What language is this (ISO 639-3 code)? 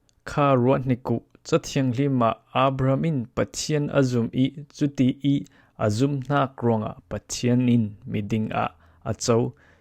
cfm